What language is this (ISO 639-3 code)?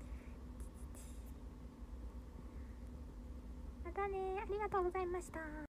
jpn